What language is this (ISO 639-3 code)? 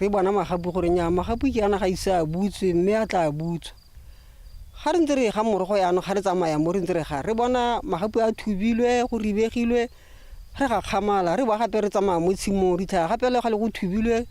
tsn